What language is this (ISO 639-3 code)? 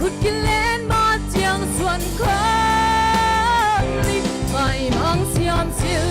pck